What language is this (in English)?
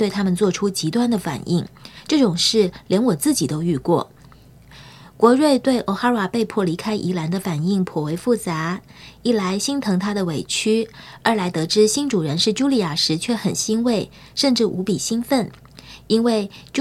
Chinese